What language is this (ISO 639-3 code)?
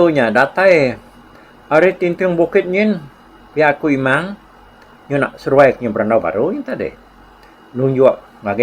iba